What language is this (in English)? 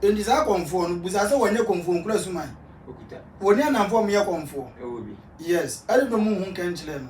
Akan